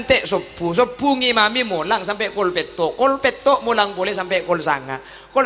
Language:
Madurese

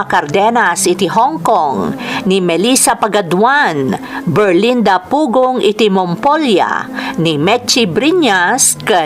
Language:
Iloko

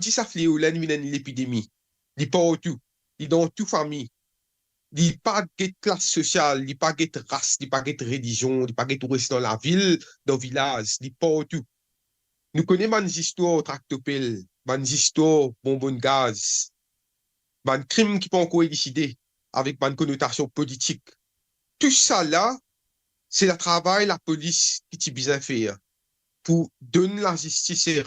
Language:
Morisyen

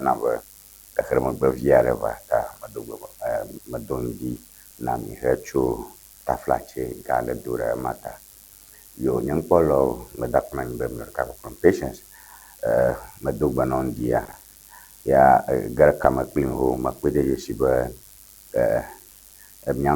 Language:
Ewe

